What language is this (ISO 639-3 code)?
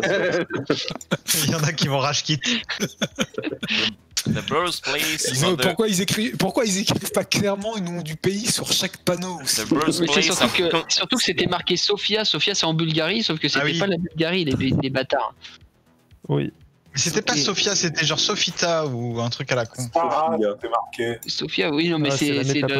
fra